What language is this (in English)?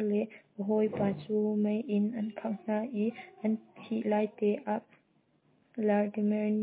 Hakha Chin